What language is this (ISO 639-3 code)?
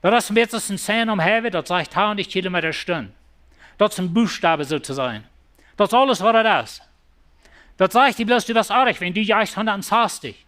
pdt